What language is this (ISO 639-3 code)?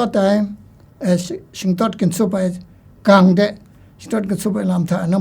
kac